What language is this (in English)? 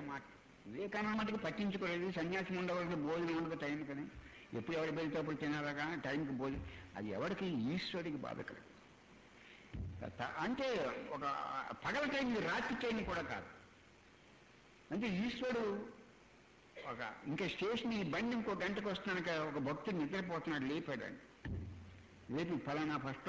Telugu